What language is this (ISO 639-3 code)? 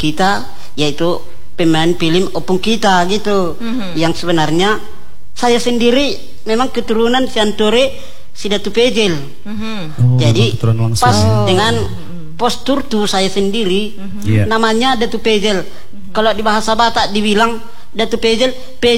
ind